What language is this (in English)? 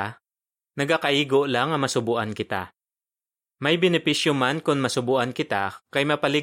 Hiligaynon